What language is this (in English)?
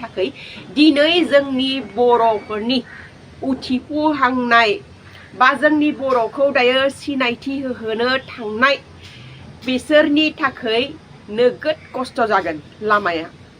Bodo